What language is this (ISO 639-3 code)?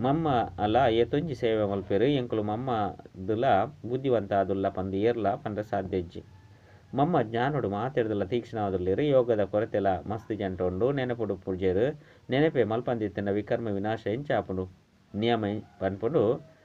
tcy